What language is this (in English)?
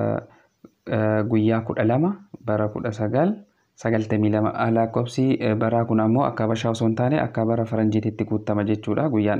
Oromo